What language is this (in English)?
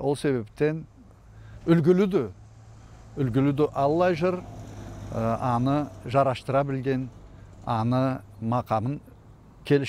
Karachay-Balkar